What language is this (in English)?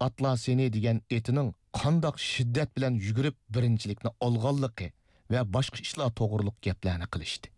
Uyghur